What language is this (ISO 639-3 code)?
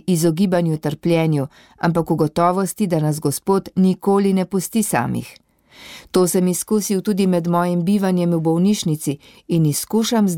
slv